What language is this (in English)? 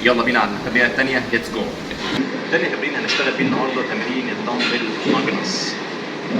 Egyptian Arabic